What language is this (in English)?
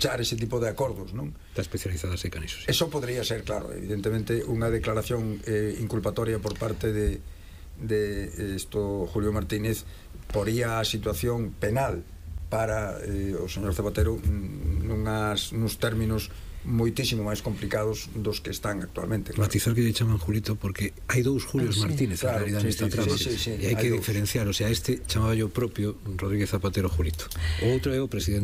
Galician